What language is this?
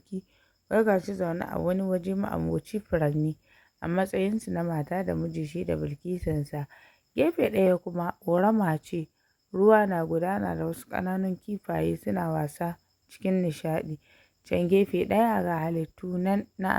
Hausa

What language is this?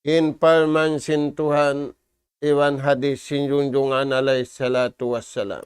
Tausug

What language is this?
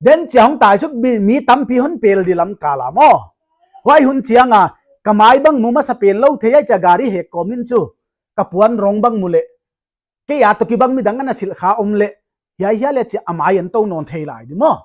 Paite Chin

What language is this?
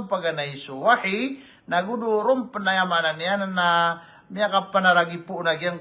Maranao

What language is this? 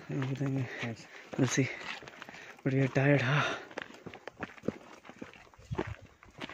Hindi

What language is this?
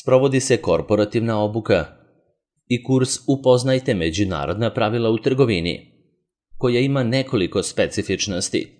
Serbian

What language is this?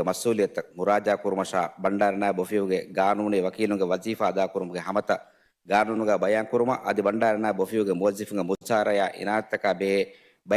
Divehi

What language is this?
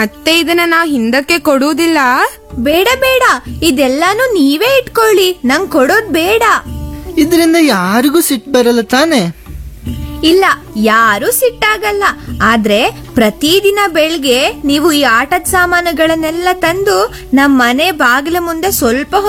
Kannada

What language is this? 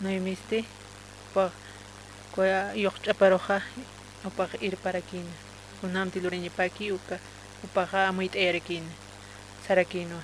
Aymara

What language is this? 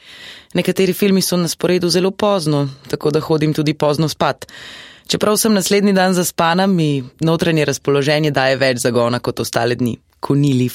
Slovenian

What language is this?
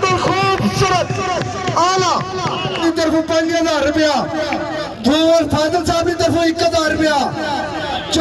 Pahari-Potwari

